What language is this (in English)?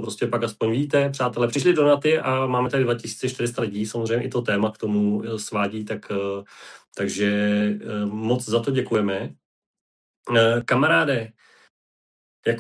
Czech